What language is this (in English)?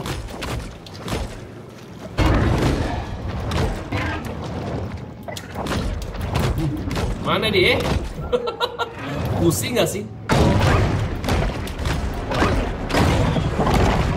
Indonesian